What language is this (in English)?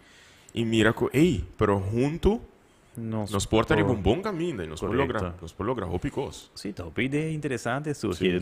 Papiamento